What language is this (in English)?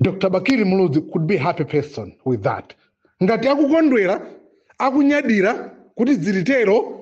Nyanja